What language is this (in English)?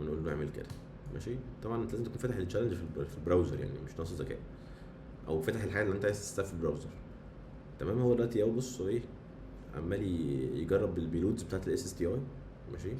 Egyptian Arabic